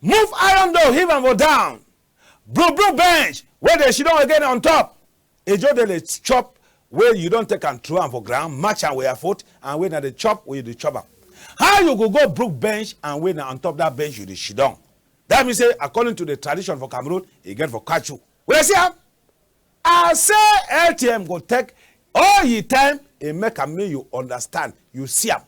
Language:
Cameroon Pidgin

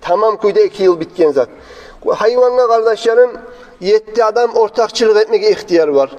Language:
Kumyk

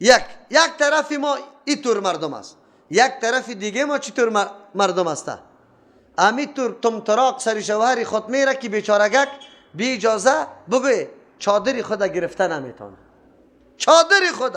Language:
Persian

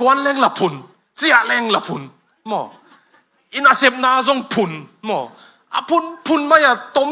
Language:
Tedim Chin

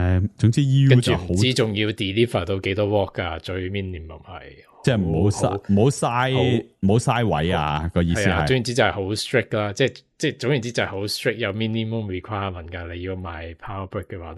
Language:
Cantonese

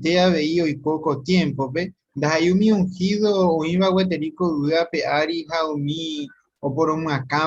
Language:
Guarani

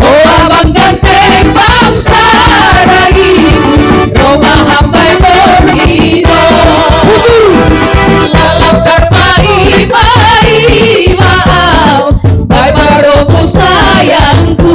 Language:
Batak Simalungun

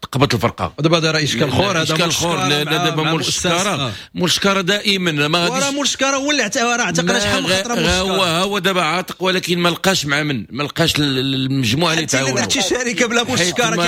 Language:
Moroccan Arabic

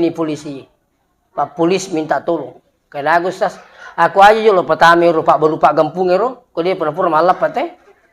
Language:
Buginese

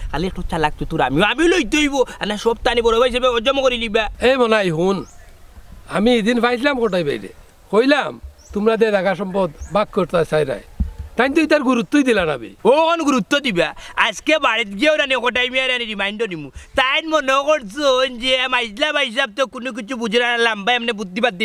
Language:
Sylheti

